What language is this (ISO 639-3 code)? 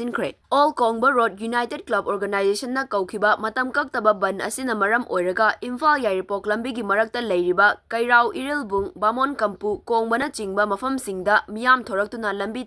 mni